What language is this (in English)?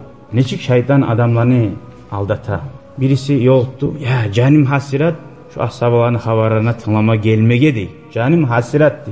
Kumyk